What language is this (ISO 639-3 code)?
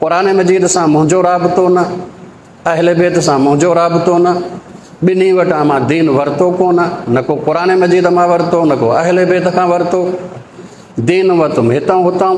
snd